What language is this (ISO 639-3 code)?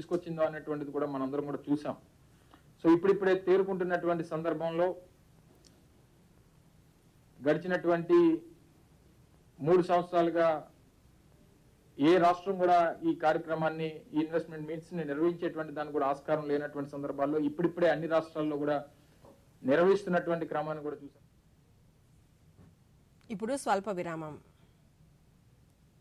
tel